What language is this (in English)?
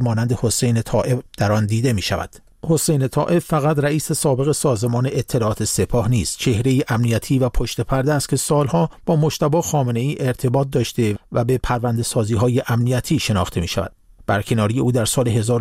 Persian